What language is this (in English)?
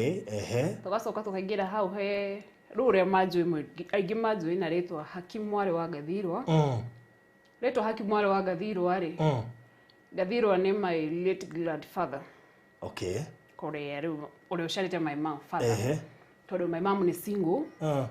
Kikuyu